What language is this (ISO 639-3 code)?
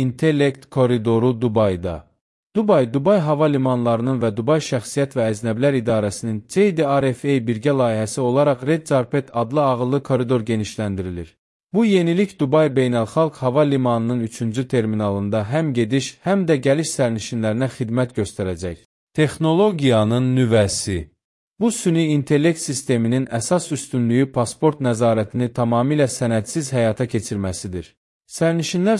aze